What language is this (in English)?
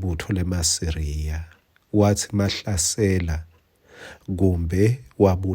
Swati